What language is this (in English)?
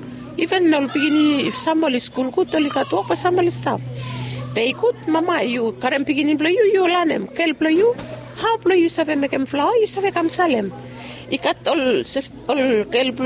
Bislama